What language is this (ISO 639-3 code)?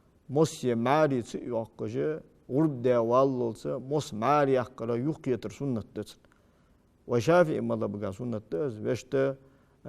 inh